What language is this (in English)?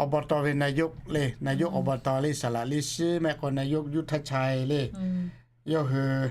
Lahu